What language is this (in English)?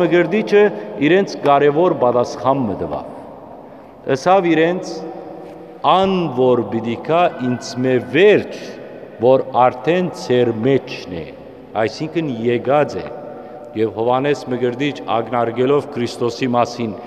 Western Armenian